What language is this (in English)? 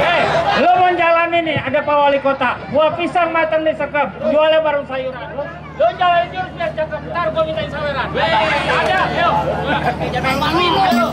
Betawi